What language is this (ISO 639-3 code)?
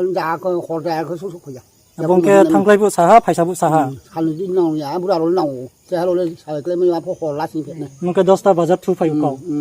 ria